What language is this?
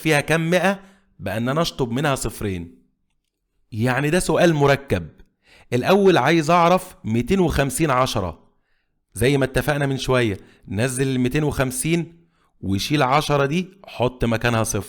Egyptian Arabic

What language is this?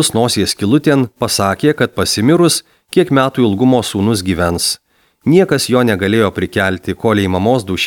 Lithuanian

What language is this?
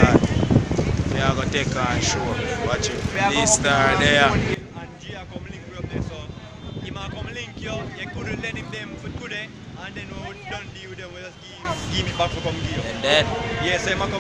Jamaican Creole English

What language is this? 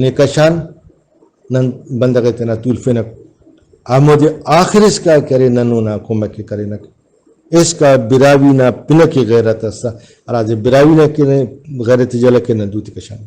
Brahui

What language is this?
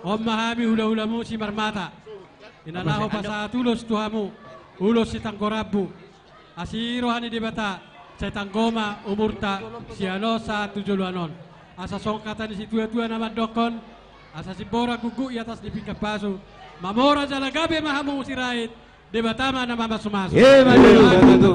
Batak Toba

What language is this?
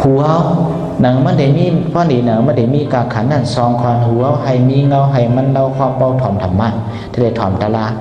Shan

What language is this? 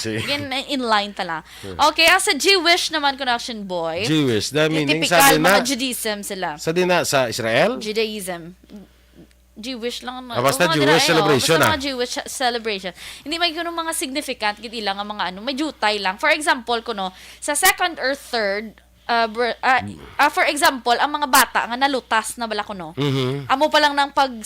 Hiligaynon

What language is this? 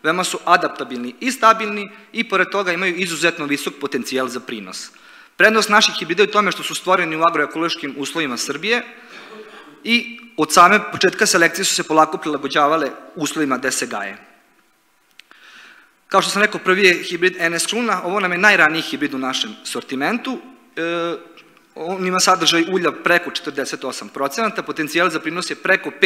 Serbian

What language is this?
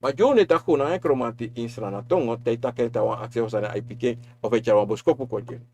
Sranan Tongo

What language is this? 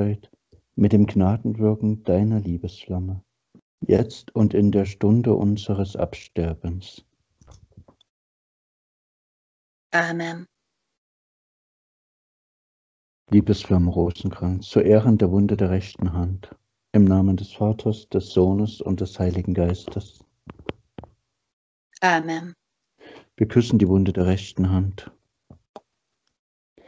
German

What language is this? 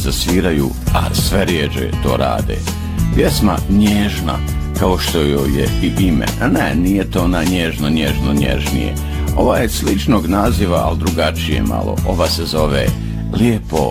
Bosnian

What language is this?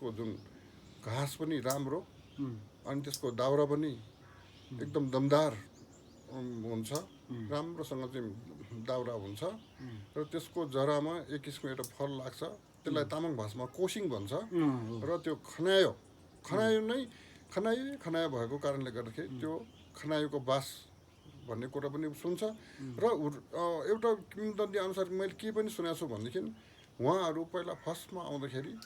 Nepali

